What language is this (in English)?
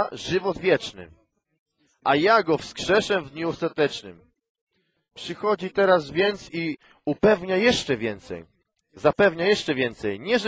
Polish